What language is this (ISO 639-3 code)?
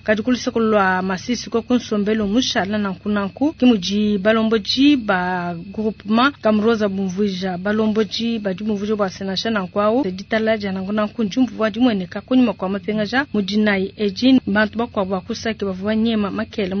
lua